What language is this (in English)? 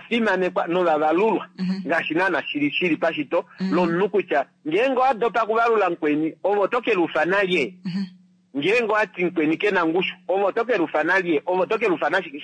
Kuanyama